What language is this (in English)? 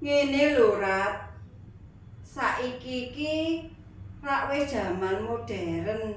Javanese